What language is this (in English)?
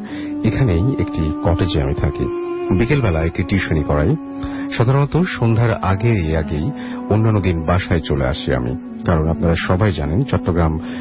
Bangla